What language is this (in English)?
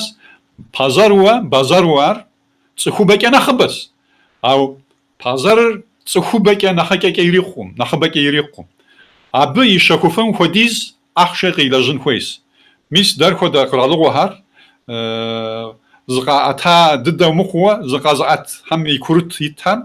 Kabardian